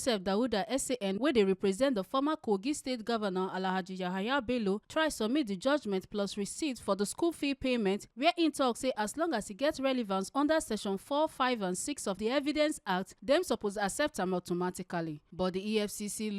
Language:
Nigerian Pidgin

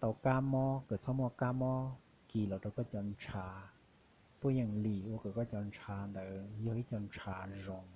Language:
Hmong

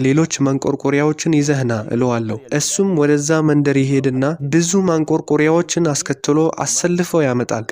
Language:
Amharic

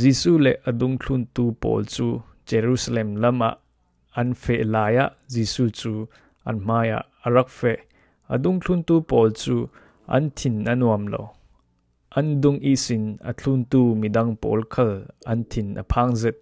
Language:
Falam Chin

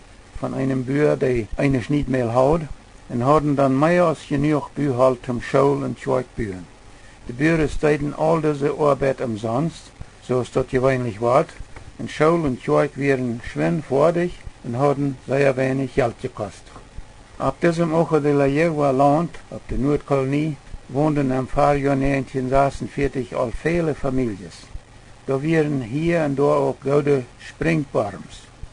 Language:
Plautdietsch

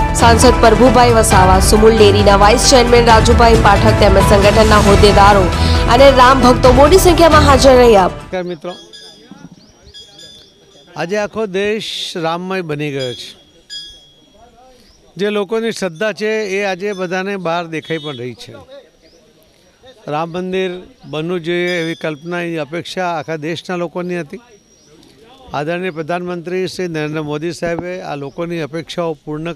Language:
Gujarati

